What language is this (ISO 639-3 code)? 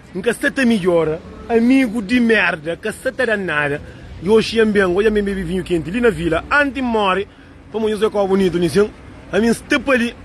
kea